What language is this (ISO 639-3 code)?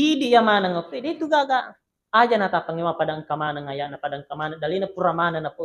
bug